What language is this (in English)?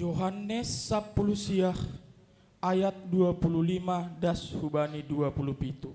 Batak Simalungun